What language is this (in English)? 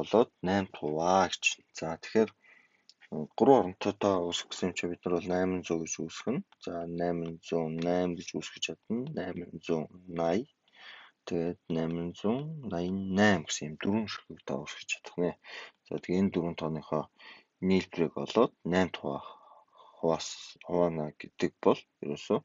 Mongolian